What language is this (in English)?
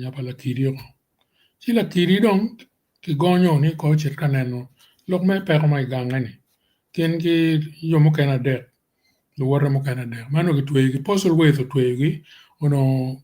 Acoli